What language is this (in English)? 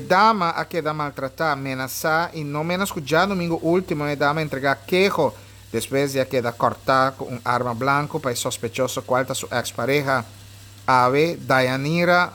Papiamento